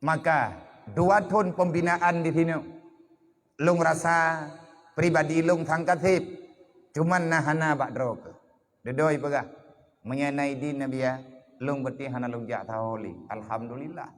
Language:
Achinese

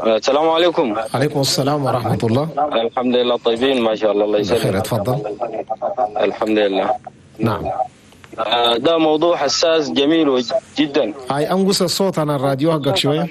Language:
Chadian Arabic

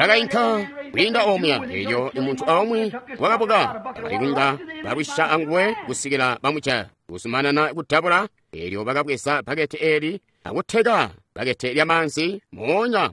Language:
Tonga (Zambia)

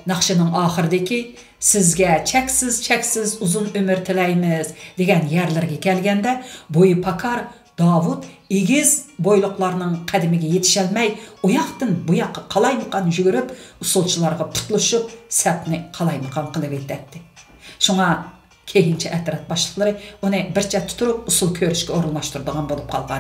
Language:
Uyghur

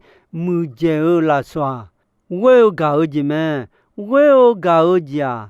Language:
Akha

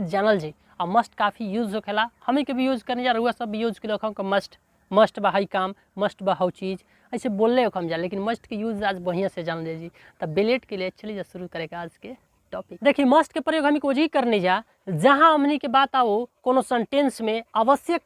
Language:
Bhojpuri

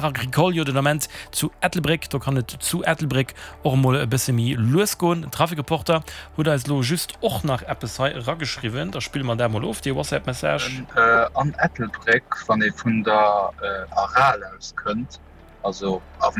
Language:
Luxembourgish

